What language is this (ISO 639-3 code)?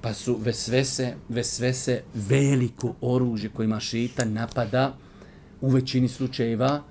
bos